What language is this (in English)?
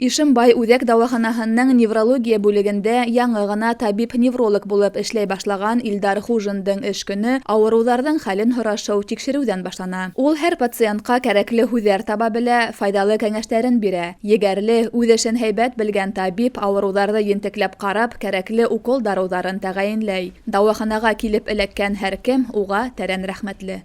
Bashkir